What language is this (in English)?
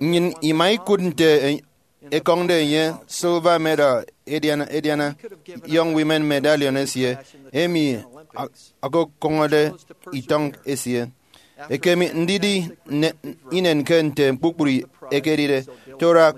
Efik